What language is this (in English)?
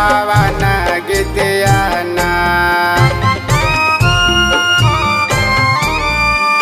Bhojpuri